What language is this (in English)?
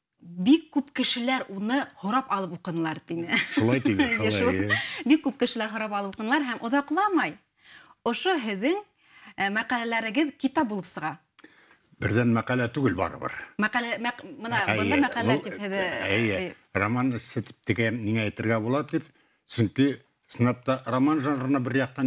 Bashkir